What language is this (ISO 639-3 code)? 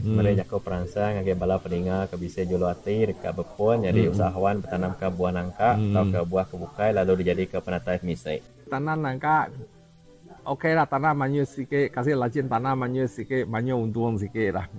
iba